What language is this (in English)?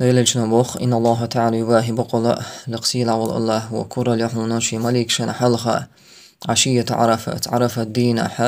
Chechen